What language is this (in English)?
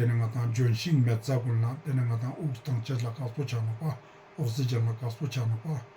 Ladakhi